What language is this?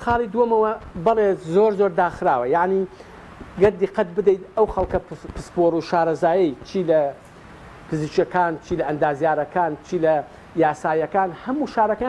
Central Kurdish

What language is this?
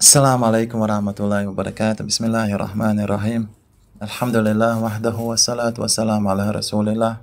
Chechen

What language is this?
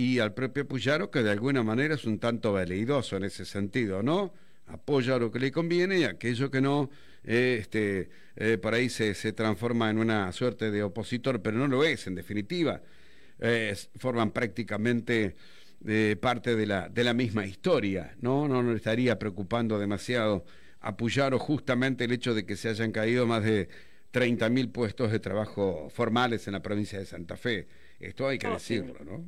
Spanish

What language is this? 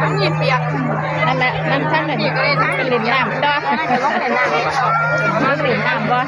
Northeastern Thai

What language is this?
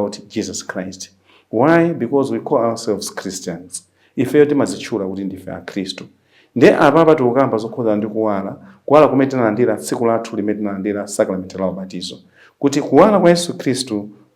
Nyanja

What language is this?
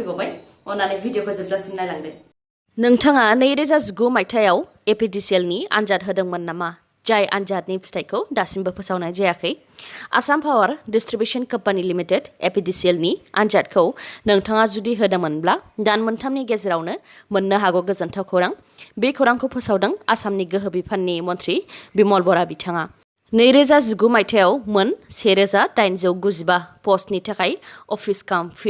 Bodo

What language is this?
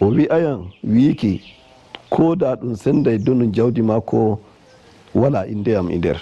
Nigerian Fulfulde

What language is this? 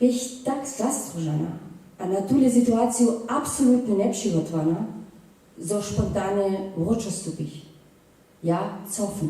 Upper Sorbian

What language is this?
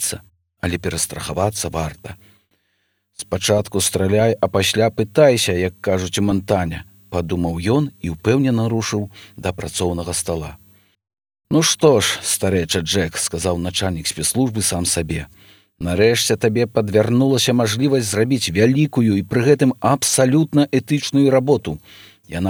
Belarusian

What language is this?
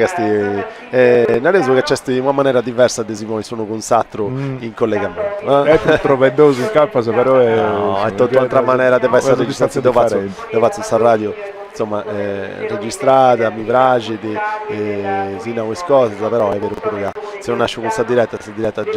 Sardinian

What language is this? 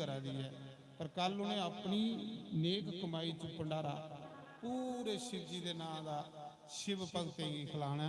Dogri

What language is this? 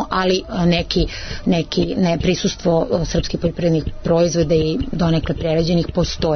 Serbian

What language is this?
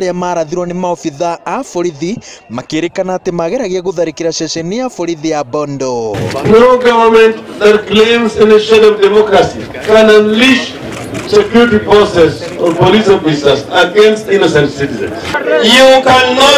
Kikuyu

